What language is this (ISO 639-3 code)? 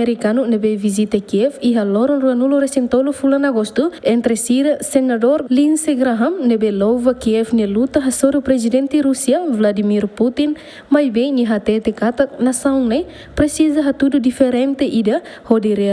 tet